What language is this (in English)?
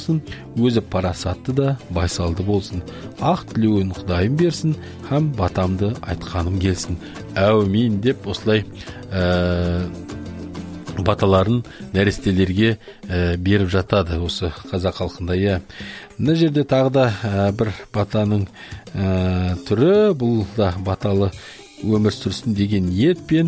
Kazakh